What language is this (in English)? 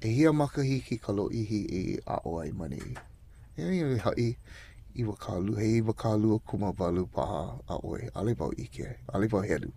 Hawaiian